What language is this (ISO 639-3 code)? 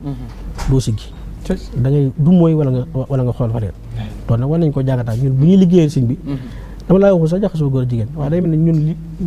wol